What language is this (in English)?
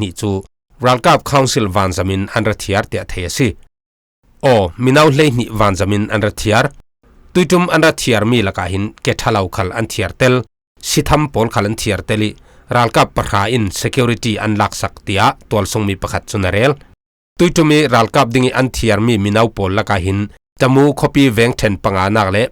Falam Chin